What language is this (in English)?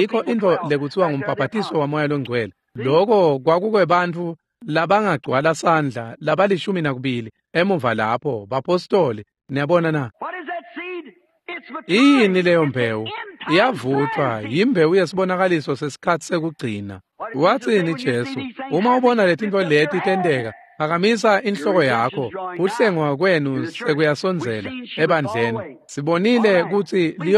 Swati